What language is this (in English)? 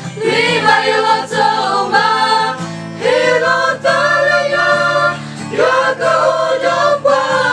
S'gaw Karen